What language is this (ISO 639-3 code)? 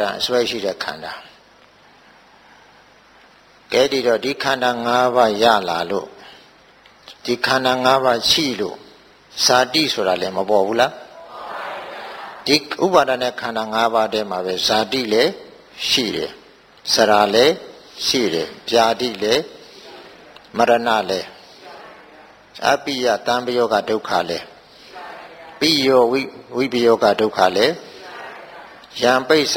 mya